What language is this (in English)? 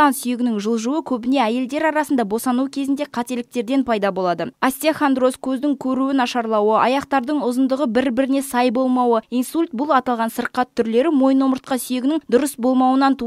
Kazakh